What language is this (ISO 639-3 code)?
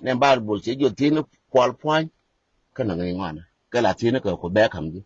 nus